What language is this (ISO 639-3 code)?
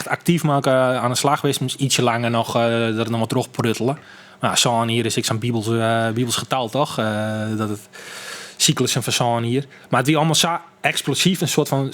fry